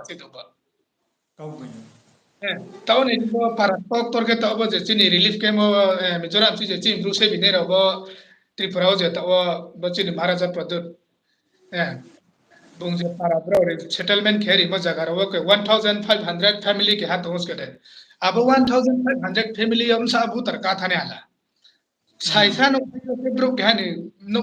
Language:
Riang (India)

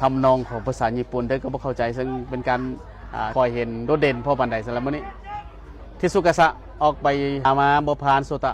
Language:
Lao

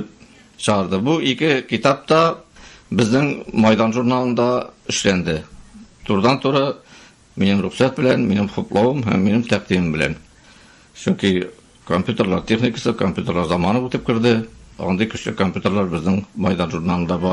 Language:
Tatar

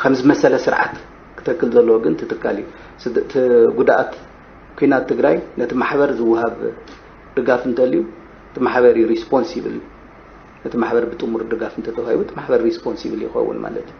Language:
Tigrinya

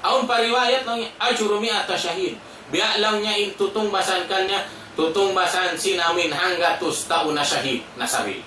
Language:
Tausug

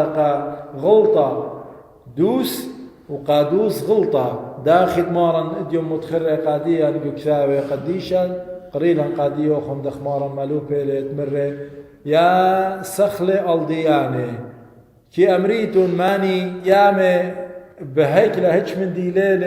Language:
Assyrian Neo-Aramaic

